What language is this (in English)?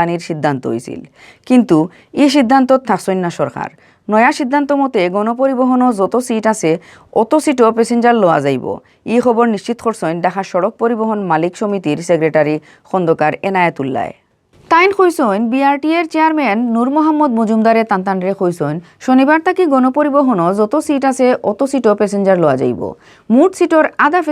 Sylheti